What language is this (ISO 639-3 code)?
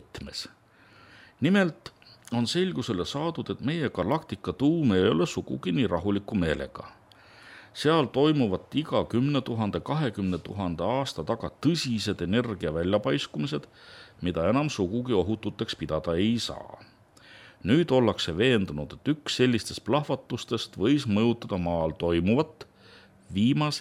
est